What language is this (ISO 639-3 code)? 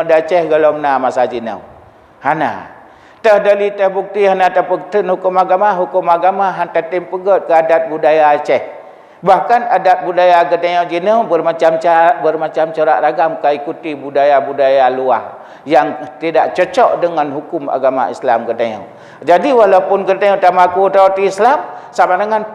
ace